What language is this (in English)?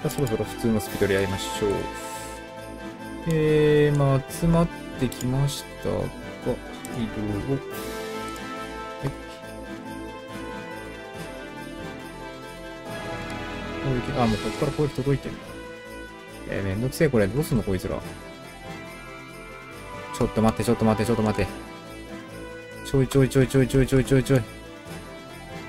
Japanese